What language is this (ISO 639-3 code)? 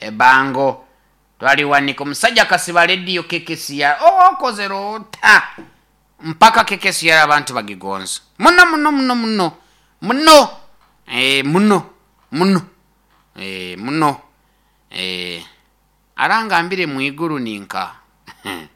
nyo